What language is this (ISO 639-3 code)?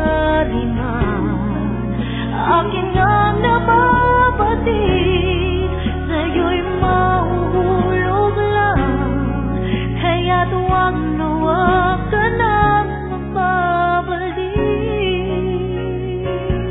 fil